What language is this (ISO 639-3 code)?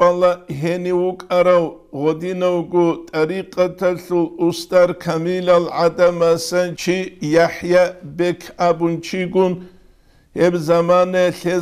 ava